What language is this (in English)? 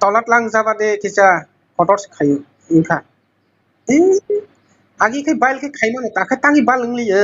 Kok Borok